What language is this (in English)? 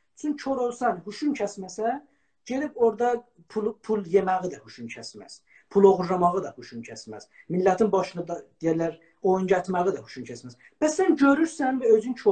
South Azerbaijani